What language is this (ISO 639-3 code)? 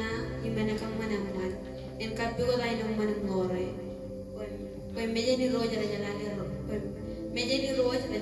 mah